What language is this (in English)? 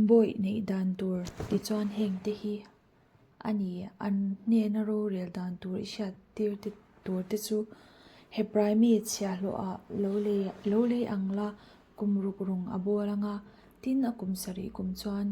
Mizo